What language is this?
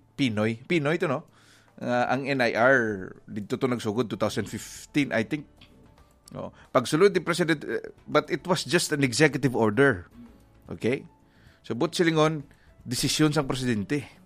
Hiligaynon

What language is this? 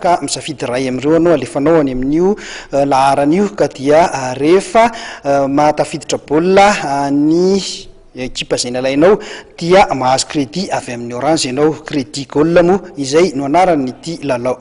Malagasy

